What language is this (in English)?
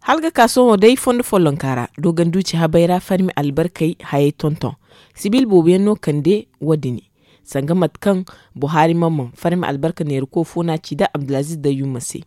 Zarma